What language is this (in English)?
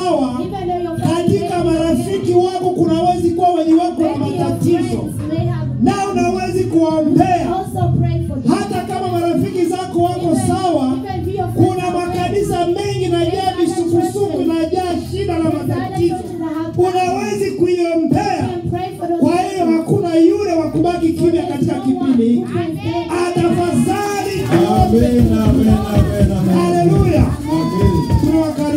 Swahili